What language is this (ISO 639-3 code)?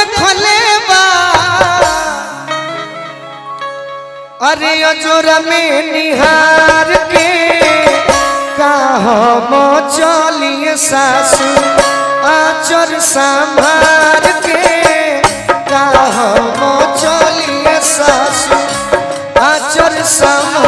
bho